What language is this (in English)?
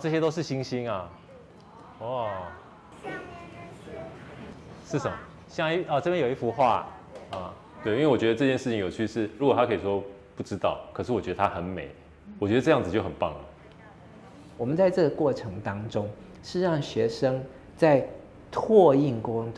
Chinese